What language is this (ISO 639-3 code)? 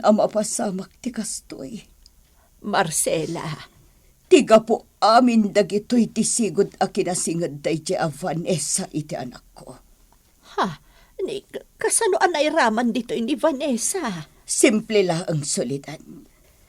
ilo